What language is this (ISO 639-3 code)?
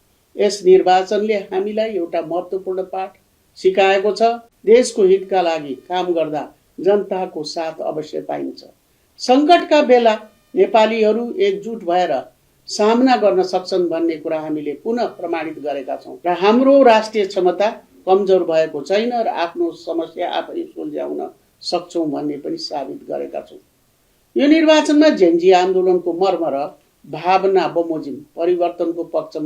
nep